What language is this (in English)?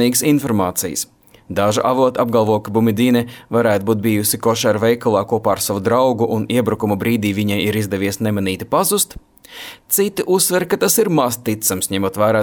Latvian